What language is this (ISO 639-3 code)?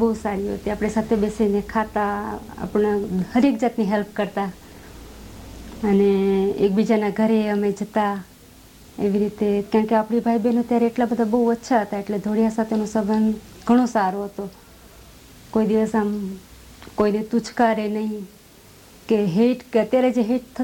guj